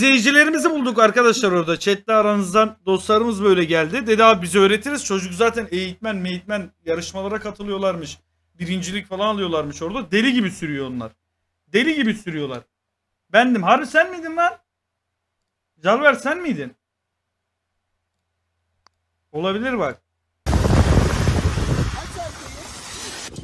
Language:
Turkish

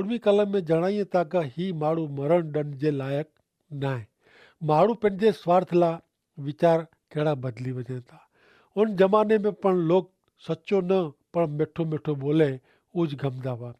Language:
Kachhi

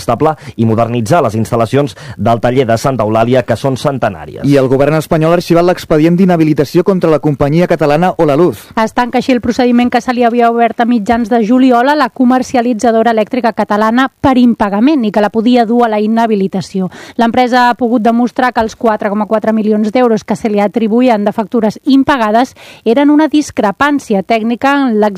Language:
Catalan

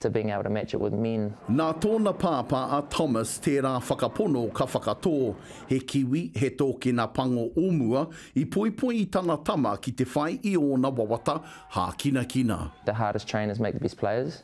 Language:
Māori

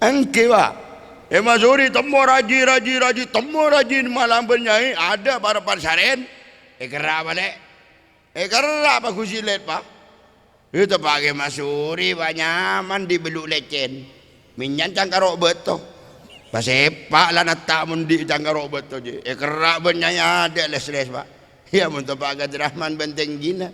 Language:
Madurese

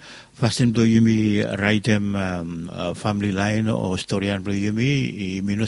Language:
Bislama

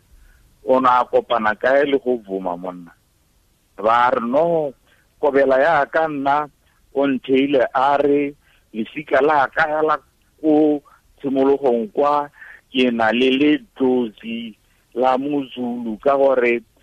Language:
Tswana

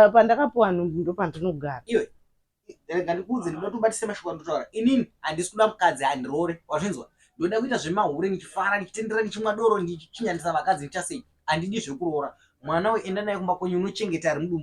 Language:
Shona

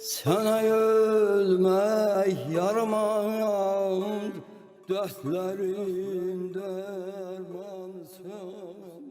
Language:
South Azerbaijani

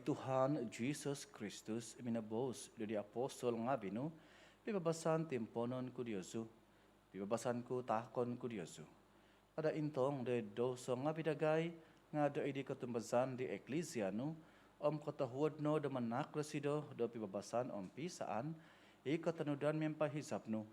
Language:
Central Dusun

